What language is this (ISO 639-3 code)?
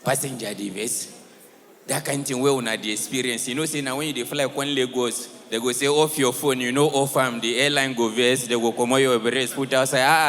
pcm